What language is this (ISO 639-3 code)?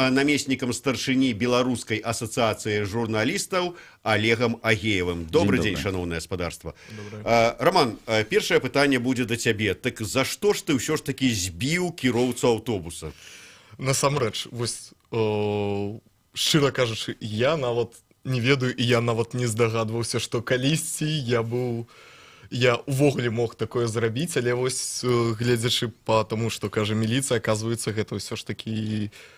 bel